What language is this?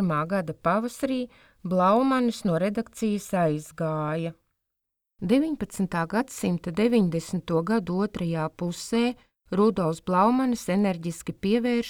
Latvian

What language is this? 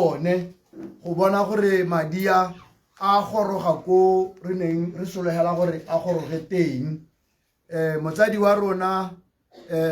Tswana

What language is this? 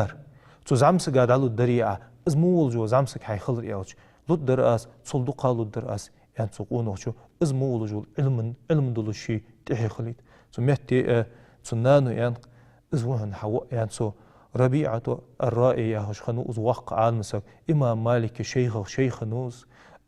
Ingush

